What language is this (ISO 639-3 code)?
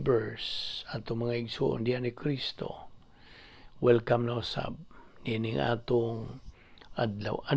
ceb